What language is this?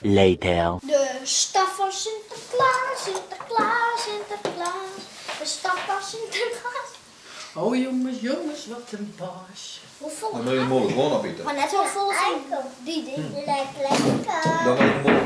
Western Frisian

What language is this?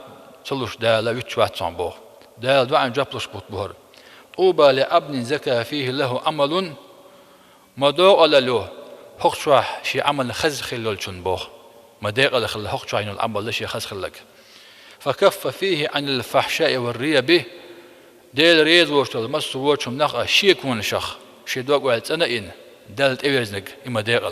Chechen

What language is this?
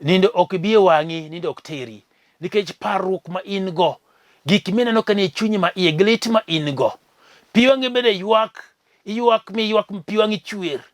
Luo (Kenya and Tanzania)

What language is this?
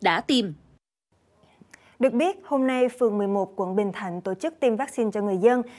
Vietnamese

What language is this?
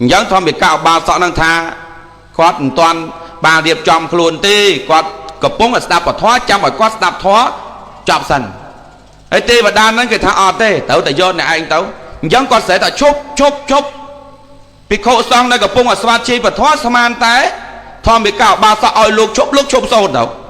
Khmer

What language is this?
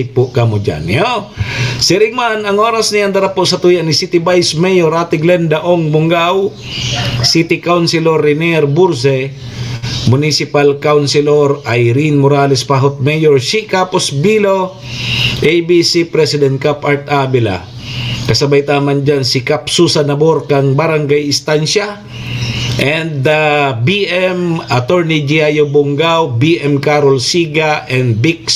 Bikol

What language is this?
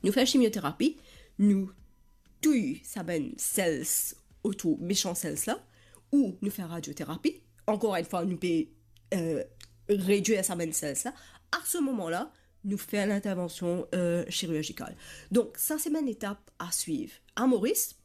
Morisyen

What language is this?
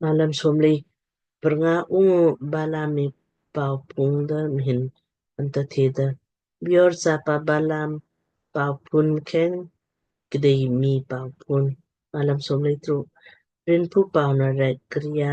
Lamkang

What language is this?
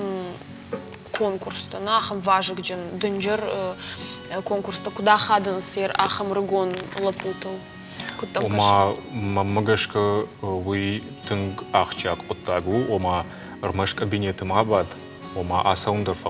Ossetic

